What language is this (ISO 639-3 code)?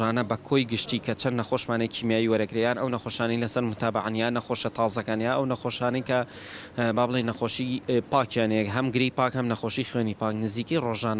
ckb